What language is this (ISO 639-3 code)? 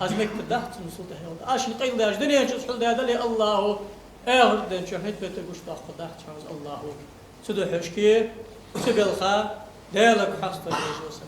inh